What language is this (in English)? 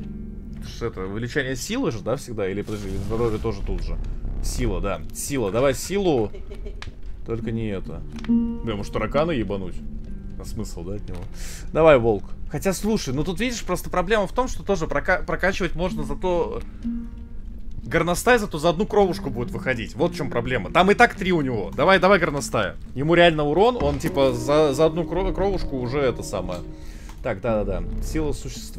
Russian